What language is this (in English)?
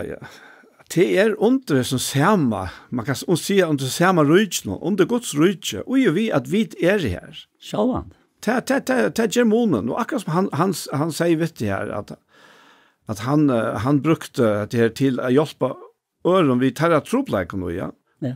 Faroese